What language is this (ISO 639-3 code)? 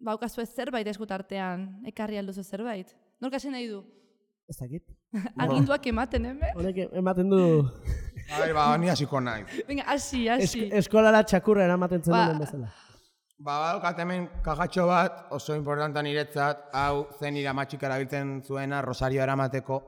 eus